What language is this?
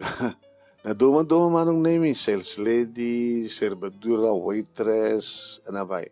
Iloko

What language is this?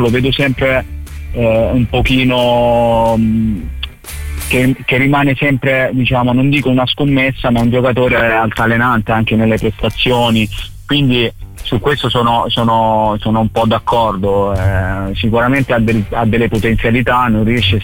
Italian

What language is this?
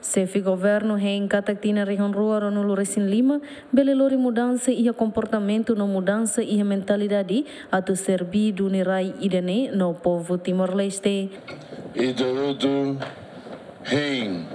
Tetum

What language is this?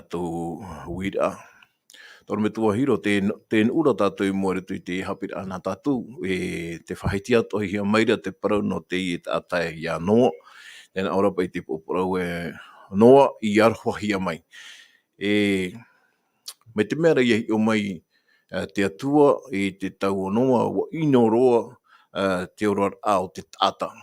Tahitian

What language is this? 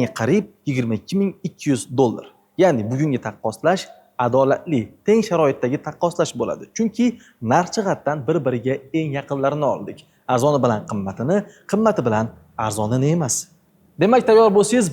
Uzbek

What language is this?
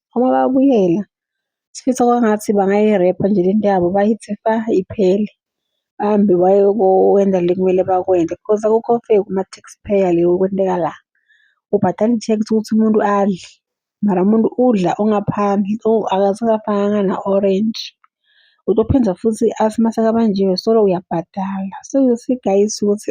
Zulu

